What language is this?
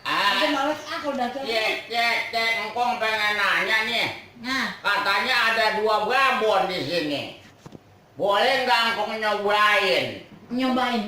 Betawi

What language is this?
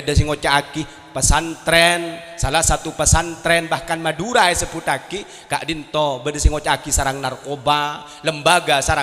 Madurese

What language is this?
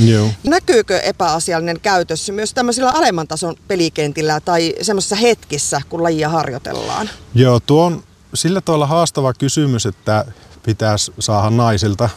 Finnish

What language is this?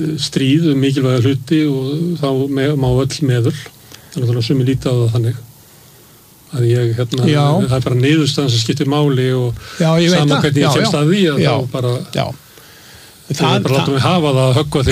Icelandic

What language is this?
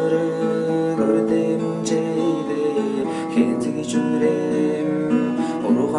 Tuvinian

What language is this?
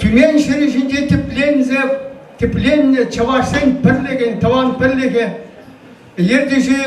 Chuvash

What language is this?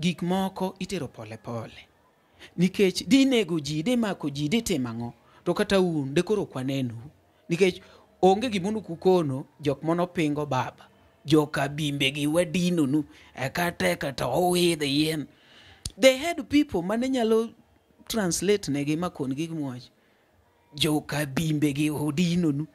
Luo (Kenya and Tanzania)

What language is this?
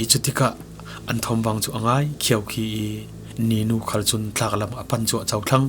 Falam Chin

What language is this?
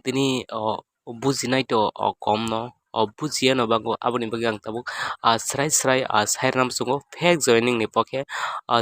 Kok Borok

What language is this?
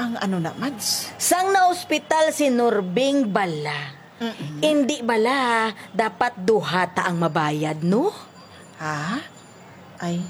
Hiligaynon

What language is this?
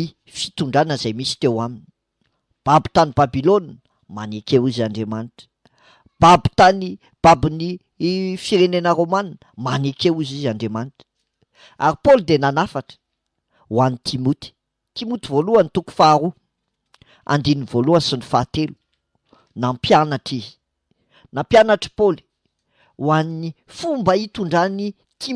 Malagasy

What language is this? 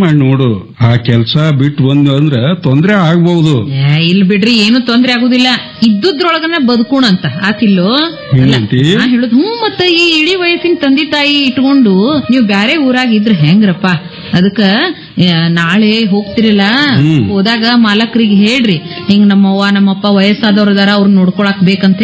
Kannada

